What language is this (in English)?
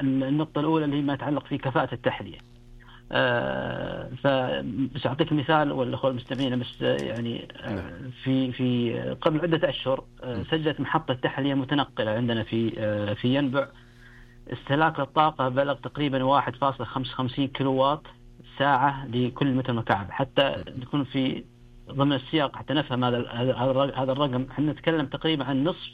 Najdi Arabic